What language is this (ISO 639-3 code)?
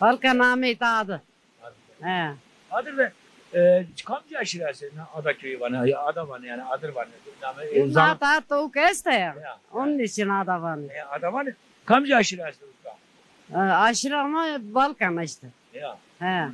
zza